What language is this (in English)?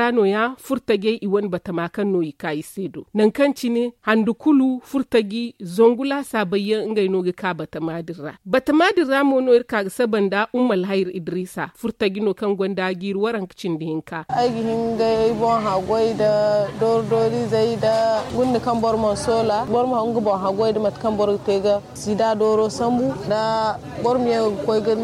Zarma